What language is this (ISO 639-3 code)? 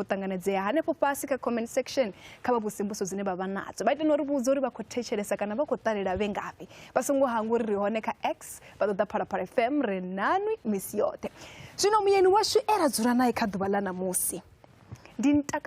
ven